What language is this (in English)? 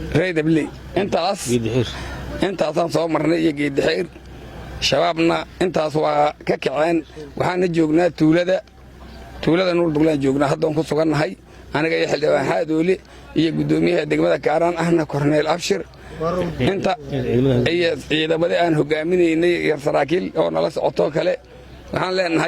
Somali